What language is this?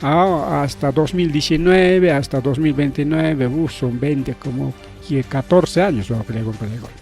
Ayacucho Quechua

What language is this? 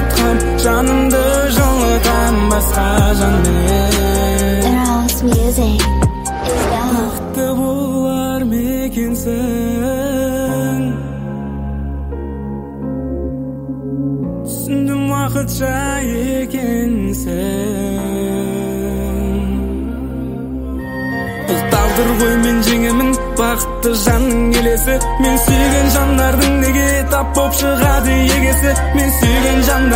Kazakh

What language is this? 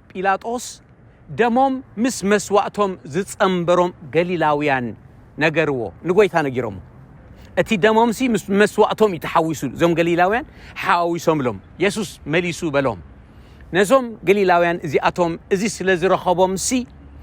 Tigrinya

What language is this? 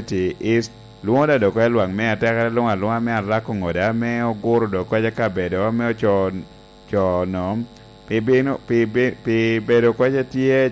Lango (Uganda)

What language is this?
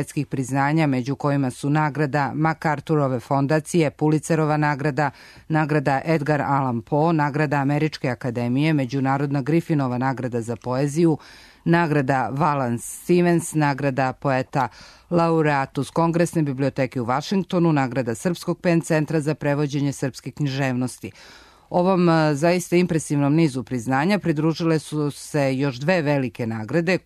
Serbian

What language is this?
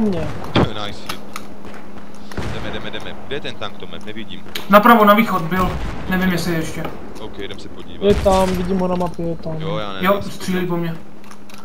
Czech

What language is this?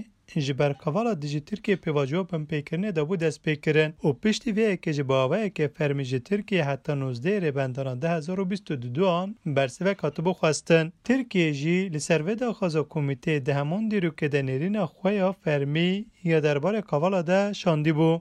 Kurdish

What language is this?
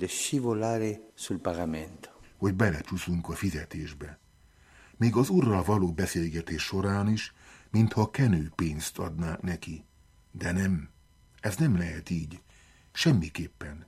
Hungarian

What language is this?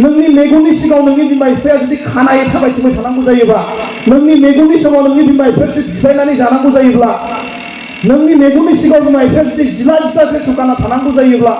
Bodo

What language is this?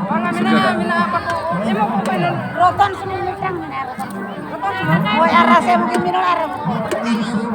Santali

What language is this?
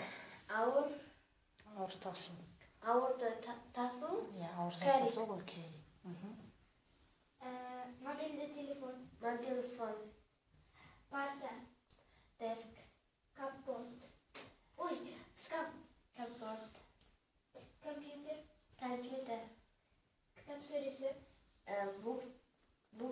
Kazakh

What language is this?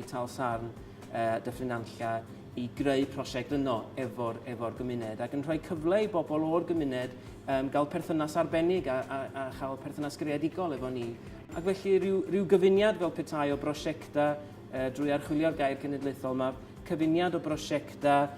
Welsh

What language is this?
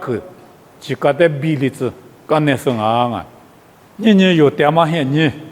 Lisu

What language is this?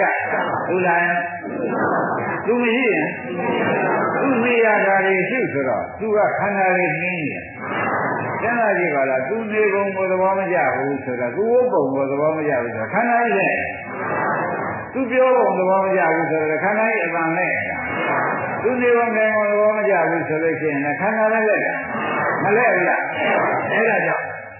Burmese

